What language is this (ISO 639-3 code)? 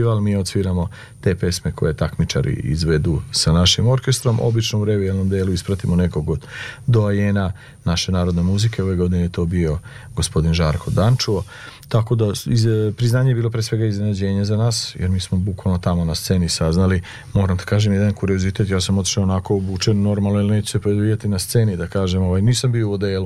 srp